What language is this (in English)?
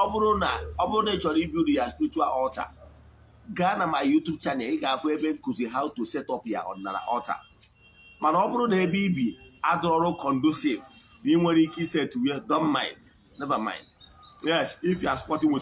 Igbo